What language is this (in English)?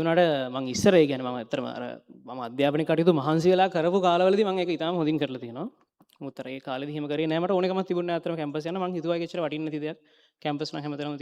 Sinhala